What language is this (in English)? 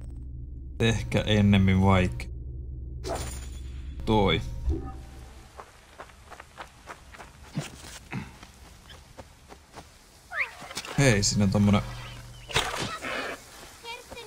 Finnish